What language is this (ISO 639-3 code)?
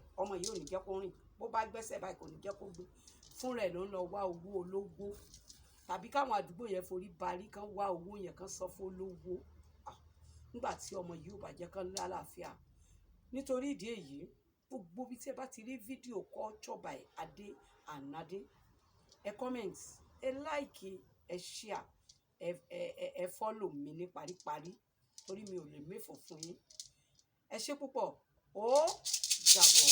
yor